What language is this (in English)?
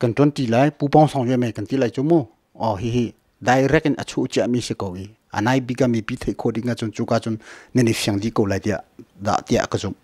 Hakha Chin